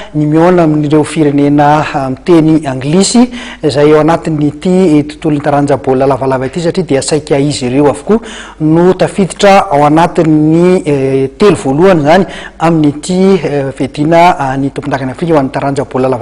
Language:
Malagasy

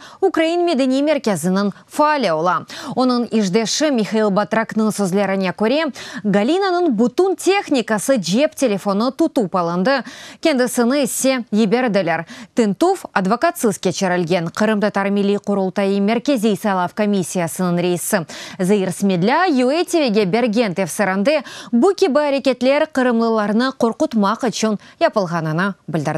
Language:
Crimean Tatar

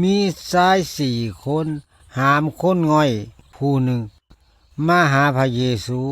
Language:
Lao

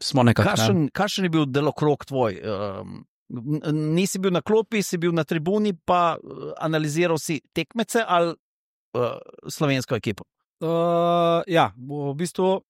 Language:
Slovenian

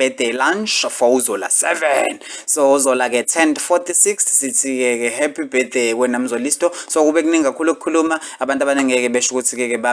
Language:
Zulu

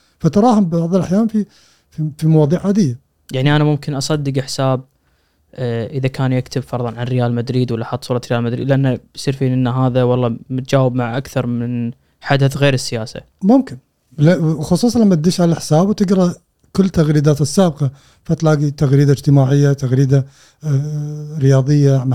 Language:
Gulf Arabic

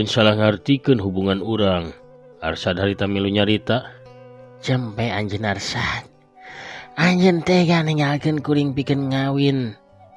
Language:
Sundanese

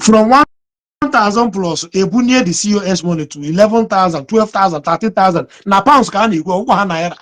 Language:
Igbo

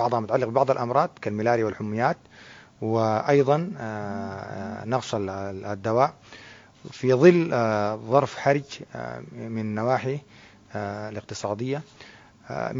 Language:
Sudanese Arabic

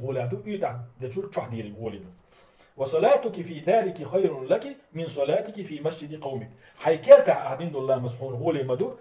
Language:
Chechen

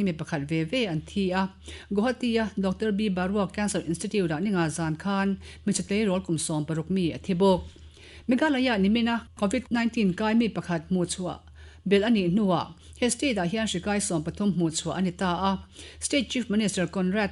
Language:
Mizo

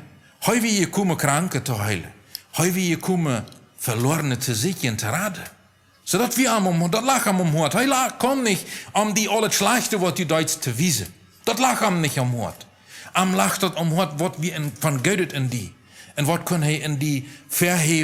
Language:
Plautdietsch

